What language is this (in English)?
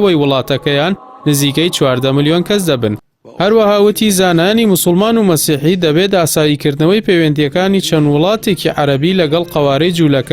Central Kurdish